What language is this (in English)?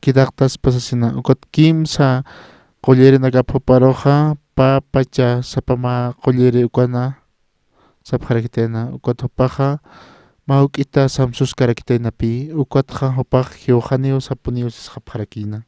Aymara